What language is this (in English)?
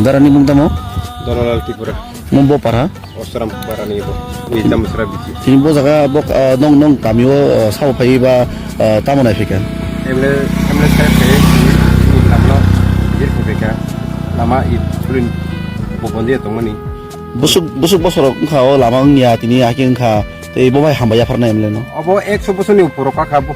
Kok Borok